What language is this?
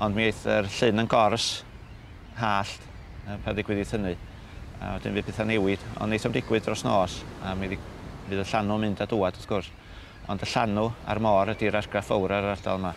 Welsh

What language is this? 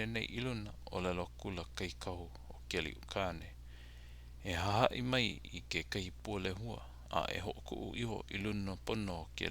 Hawaiian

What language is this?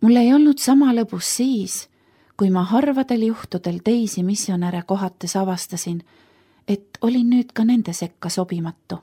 Estonian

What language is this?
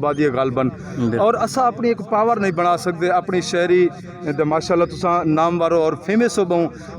Saraiki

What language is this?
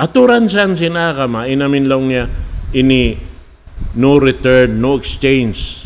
Tausug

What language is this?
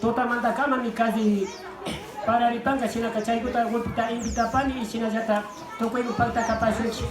Imbabura Highland Quichua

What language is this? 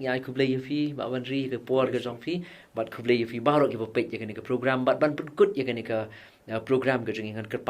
Khasi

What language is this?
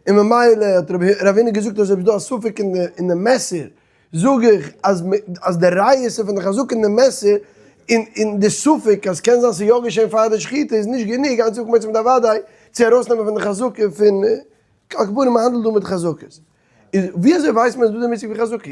Yiddish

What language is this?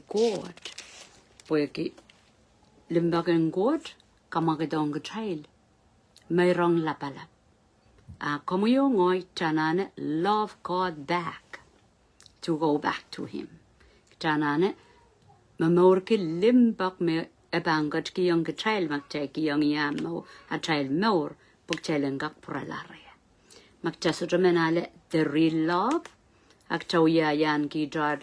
Pohnpeian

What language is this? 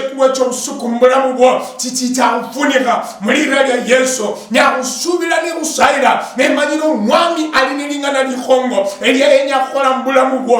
Luyia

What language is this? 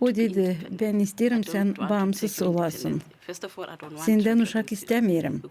Gagauz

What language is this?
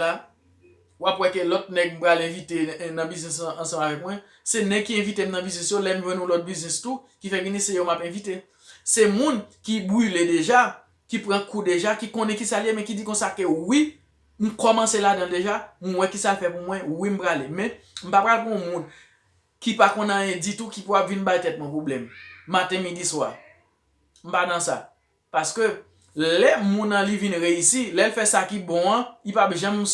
Haitian Creole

